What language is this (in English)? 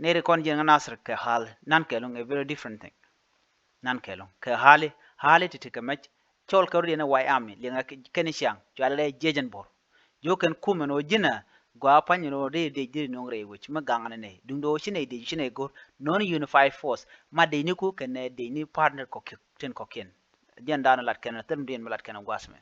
Nuer